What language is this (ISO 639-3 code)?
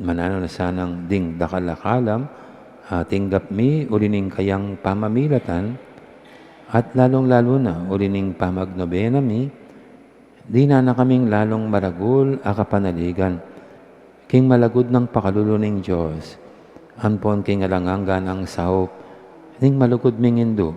pam